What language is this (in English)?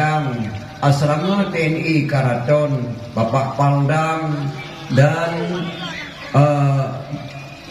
Achinese